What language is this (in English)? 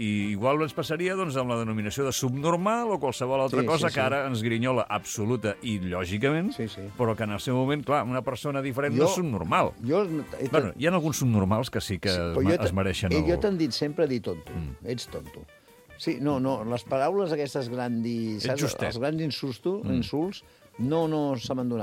Catalan